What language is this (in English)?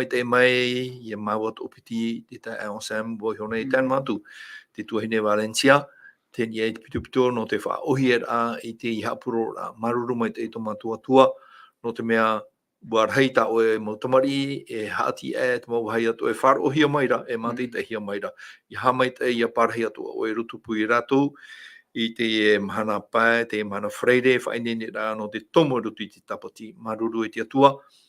Tahitian